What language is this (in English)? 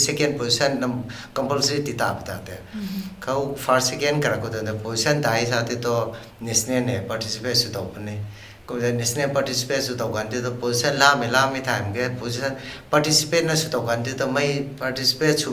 Rongmei Naga